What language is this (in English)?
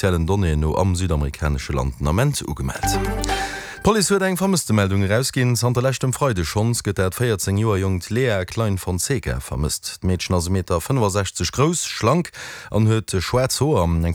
Luxembourgish